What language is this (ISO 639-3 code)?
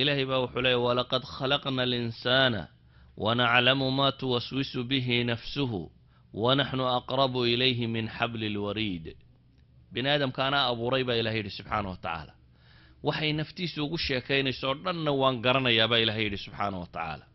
som